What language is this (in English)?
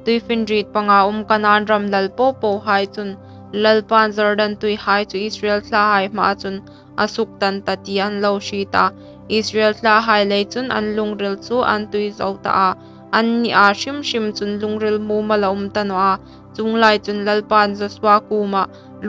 Hmar